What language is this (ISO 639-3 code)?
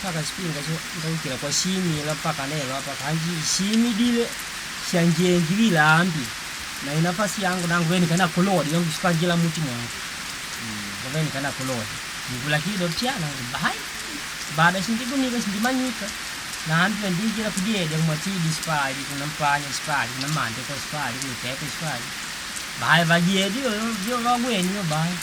kde